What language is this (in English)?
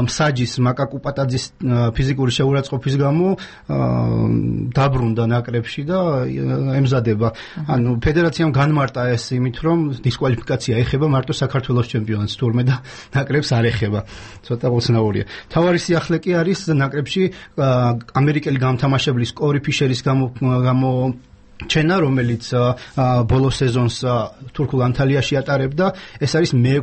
Georgian